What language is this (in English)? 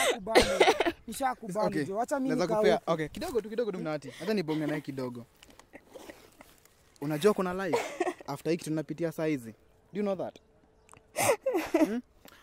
Swahili